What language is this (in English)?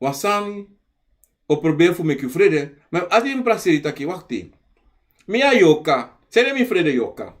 Sranan Tongo